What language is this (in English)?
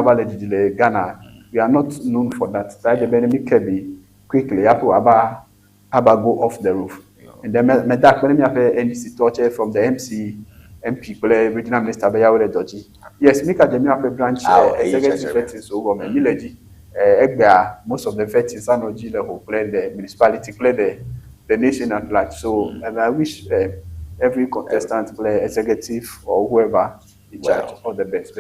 Ewe